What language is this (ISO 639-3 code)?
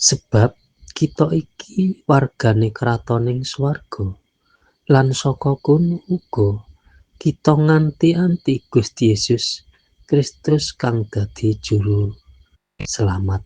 jav